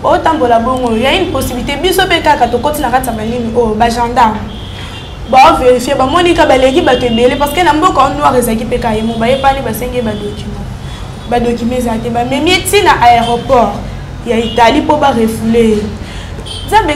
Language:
Lingala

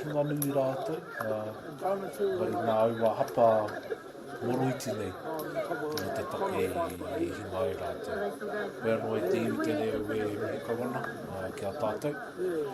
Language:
Māori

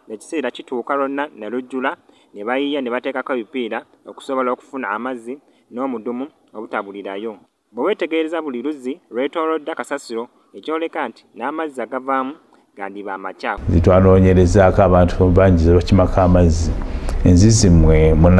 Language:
Ganda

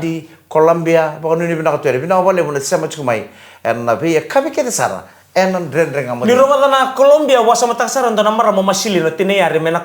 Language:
Fijian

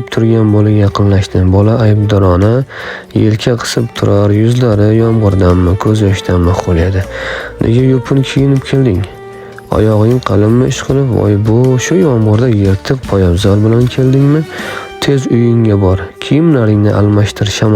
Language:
Uzbek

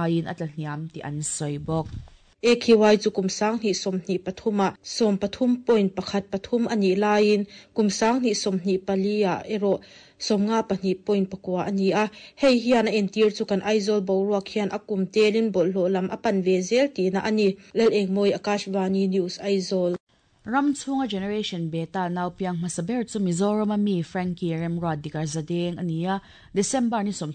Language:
Mizo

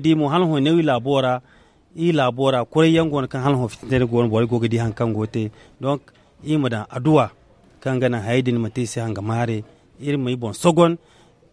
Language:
Zarma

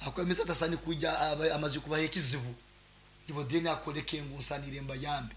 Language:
Nyankole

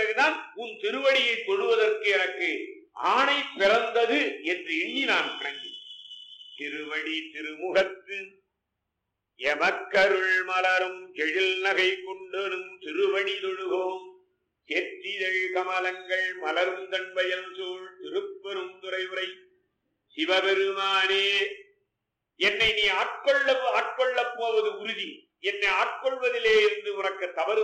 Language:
Tamil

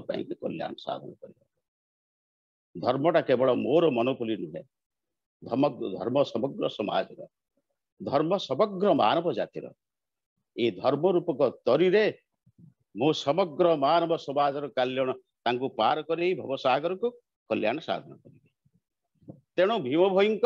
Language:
Odia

